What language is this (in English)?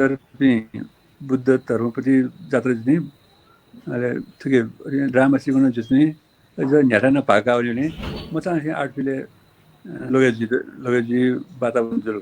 Newari